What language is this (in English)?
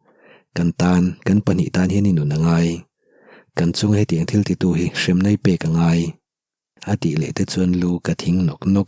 Mizo